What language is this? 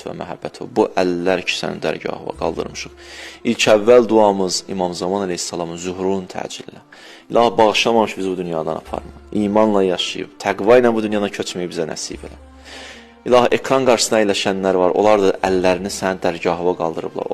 Azerbaijani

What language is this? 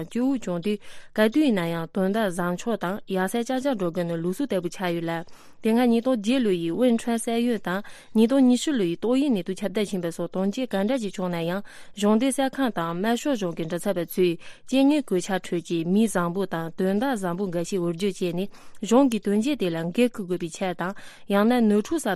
Tibetan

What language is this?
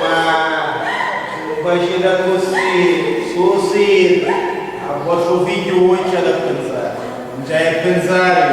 Sicilian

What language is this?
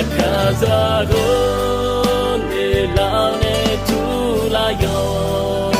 Akha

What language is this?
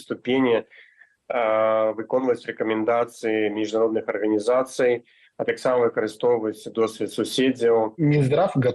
Belarusian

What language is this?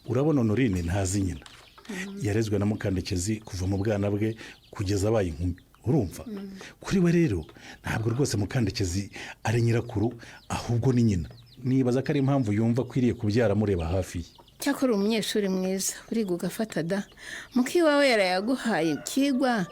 Kinyarwanda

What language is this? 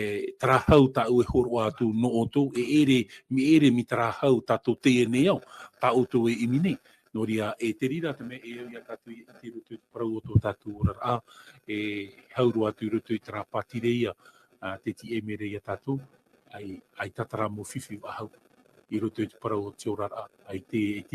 Tahitian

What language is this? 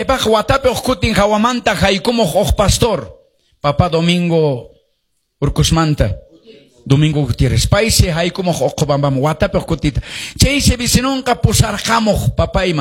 Quechua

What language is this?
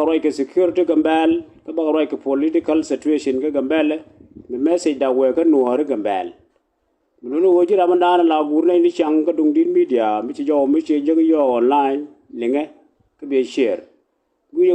Nuer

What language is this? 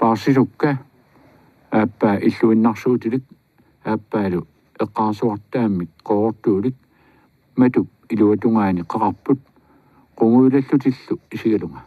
Kalaallisut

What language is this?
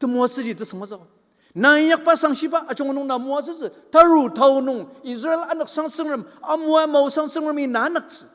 Ao Naga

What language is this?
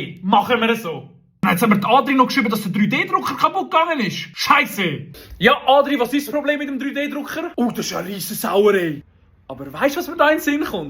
Swiss German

